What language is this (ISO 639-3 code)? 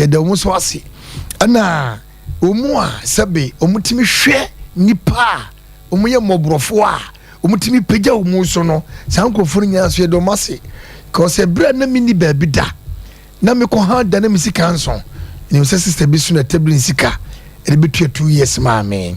aka